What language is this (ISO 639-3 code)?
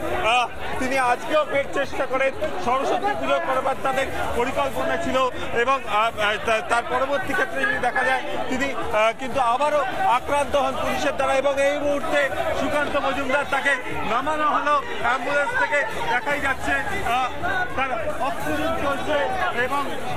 ben